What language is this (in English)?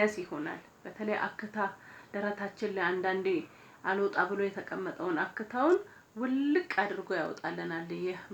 Amharic